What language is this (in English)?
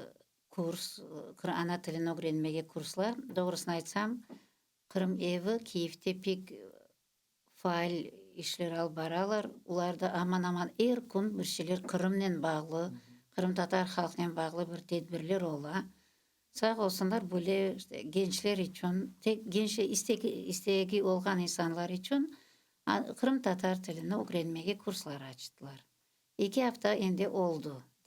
Crimean Tatar